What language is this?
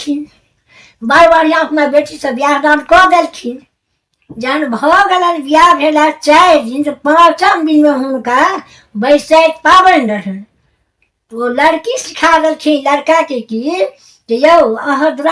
Maithili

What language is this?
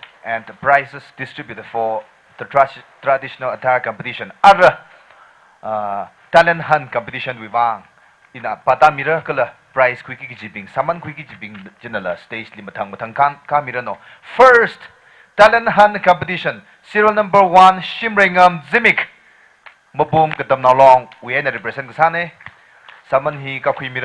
Tangkhul Naga (India)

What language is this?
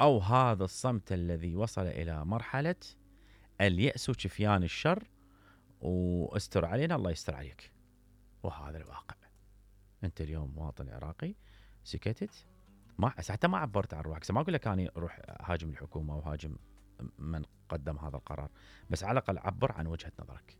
Mesopotamian Arabic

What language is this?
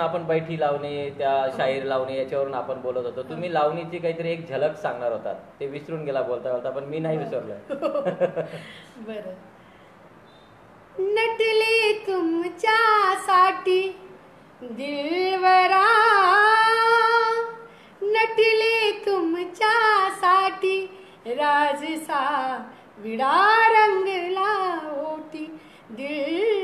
Marathi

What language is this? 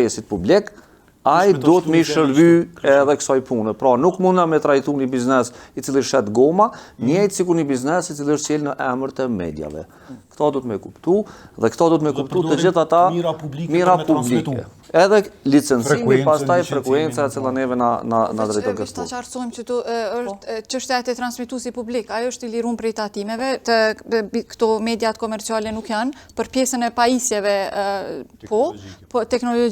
Albanian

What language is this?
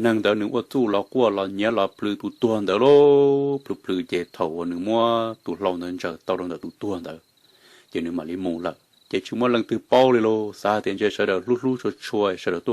Hmong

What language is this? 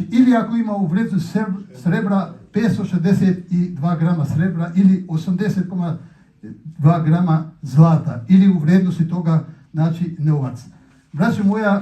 Bosnian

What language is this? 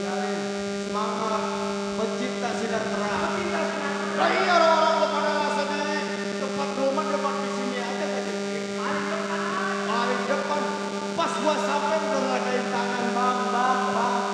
Betawi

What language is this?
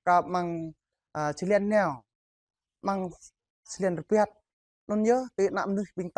Jarai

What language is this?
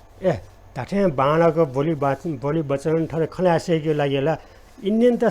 Newari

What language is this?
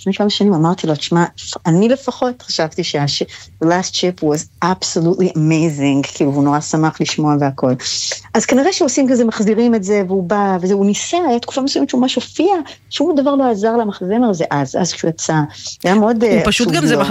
Hebrew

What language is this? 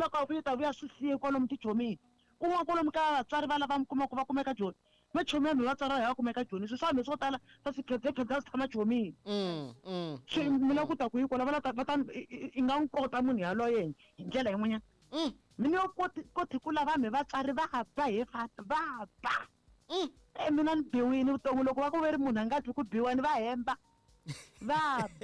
Tsonga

